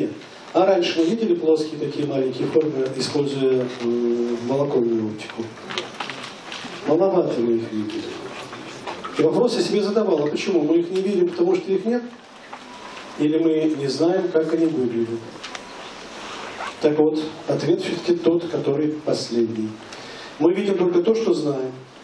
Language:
Russian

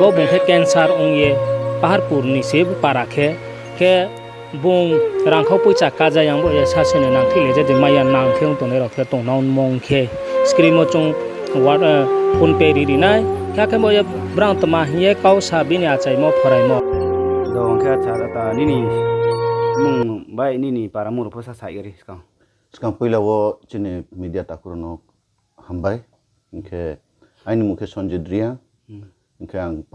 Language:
Riang (India)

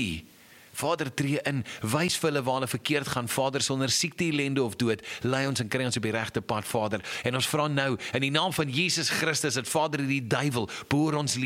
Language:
Afrikaans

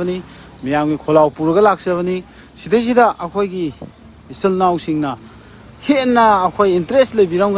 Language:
Manipuri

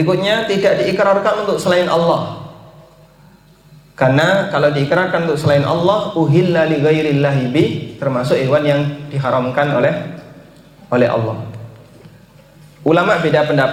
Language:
Indonesian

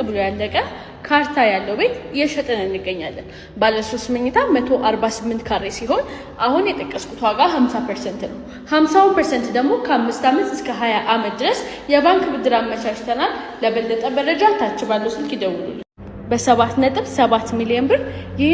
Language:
Amharic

